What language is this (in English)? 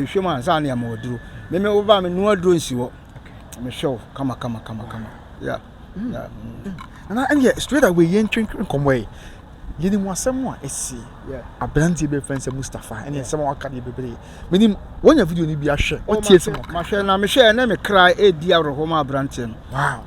Akan